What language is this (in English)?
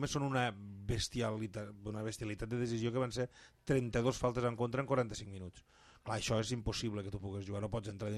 Catalan